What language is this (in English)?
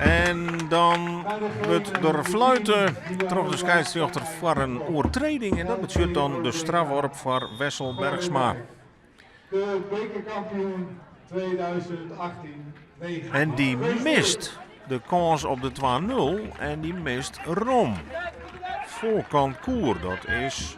Western Frisian